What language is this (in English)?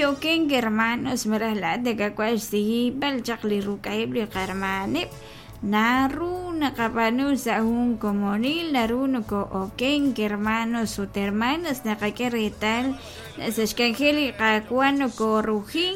Kekchí